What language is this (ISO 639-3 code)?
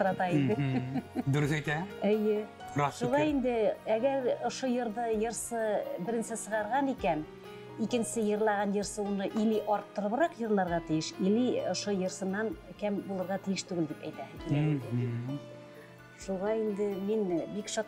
bak